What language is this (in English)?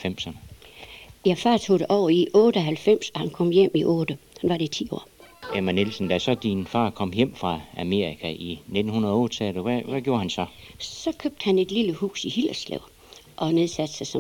Danish